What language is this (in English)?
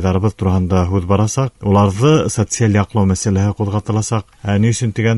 Bashkir